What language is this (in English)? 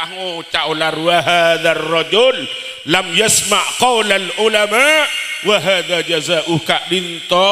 Madurese